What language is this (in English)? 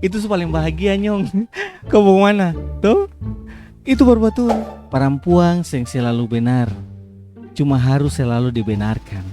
Ambonese Malay